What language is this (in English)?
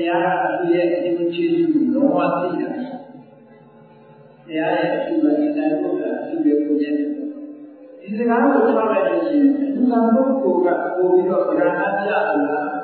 Burmese